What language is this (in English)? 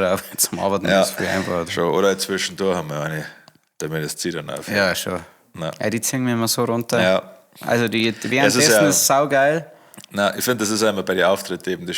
Bavarian